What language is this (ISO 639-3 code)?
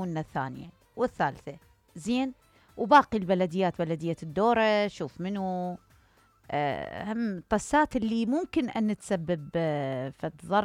acm